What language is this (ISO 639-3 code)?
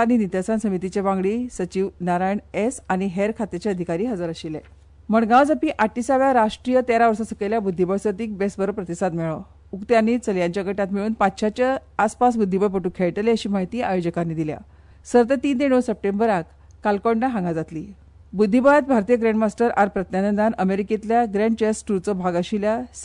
kok